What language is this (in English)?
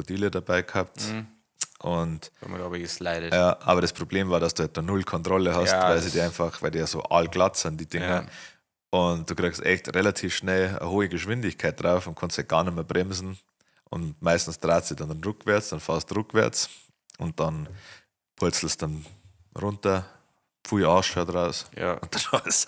Bavarian